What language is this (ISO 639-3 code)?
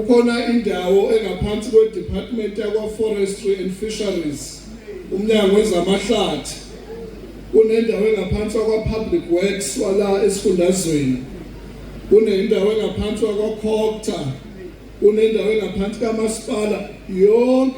zul